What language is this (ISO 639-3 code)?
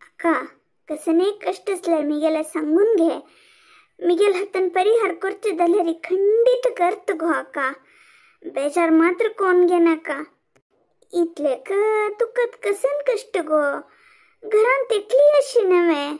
kok